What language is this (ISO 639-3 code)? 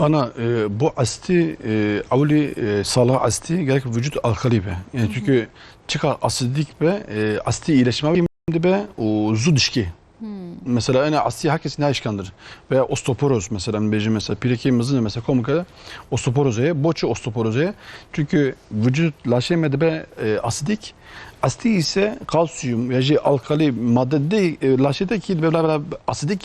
kur